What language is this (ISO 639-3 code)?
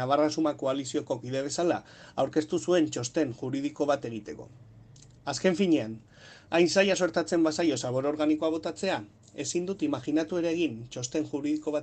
eus